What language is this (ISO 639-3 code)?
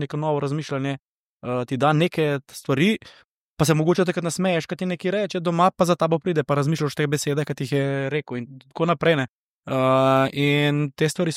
slv